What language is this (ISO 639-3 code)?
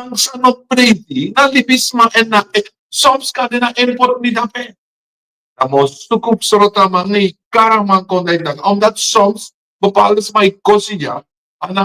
srn